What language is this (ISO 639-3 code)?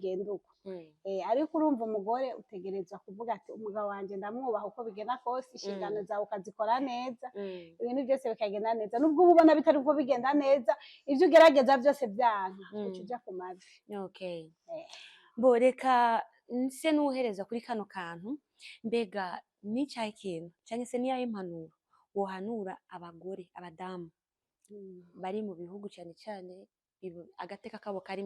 run